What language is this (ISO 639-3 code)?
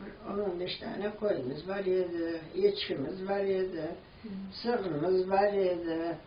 crh